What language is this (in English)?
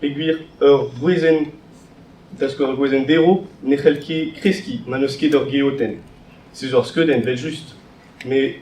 Breton